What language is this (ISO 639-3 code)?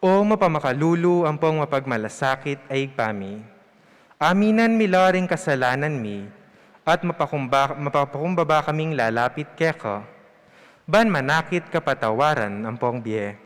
pam